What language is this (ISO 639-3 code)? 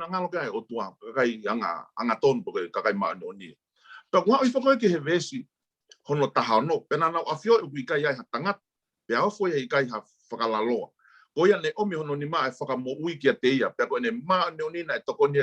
ton